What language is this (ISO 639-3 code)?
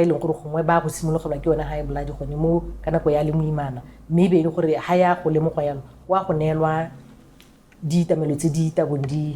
tsn